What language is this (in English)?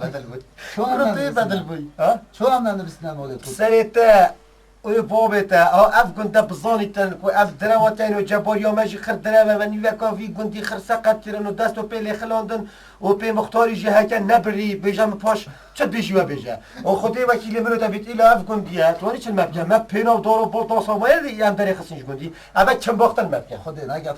Kurdish